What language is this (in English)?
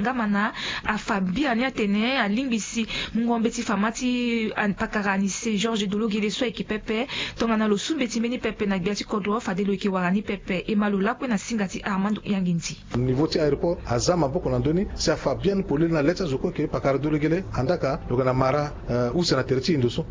Sango